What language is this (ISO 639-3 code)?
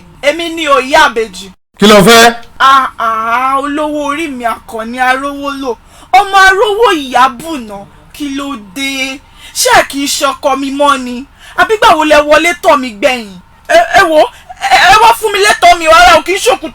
yor